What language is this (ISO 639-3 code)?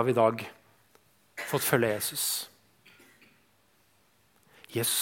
nor